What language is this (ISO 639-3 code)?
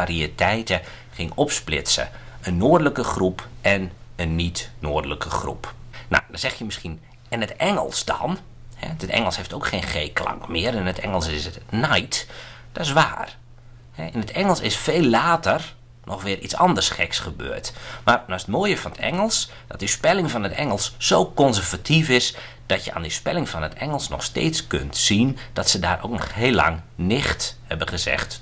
nld